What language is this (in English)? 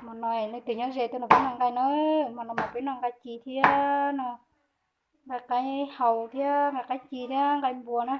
Hmong